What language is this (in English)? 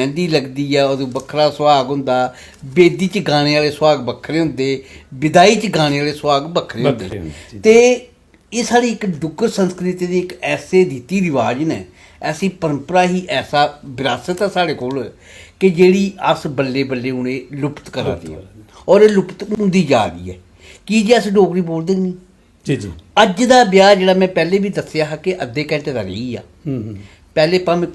Dogri